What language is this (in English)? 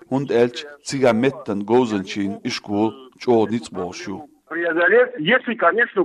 Chechen